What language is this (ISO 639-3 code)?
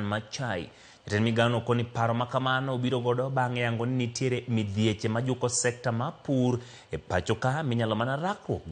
luo